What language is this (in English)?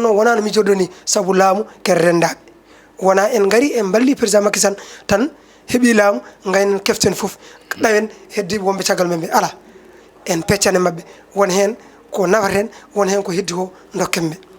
Fula